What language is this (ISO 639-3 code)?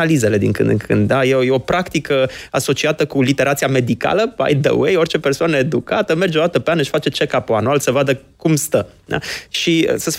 ron